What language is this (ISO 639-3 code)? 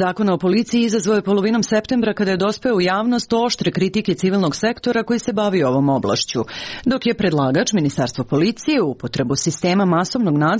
srp